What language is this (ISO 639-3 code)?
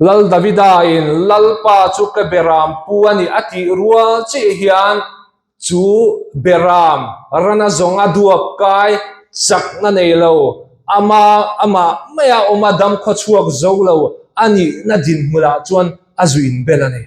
lus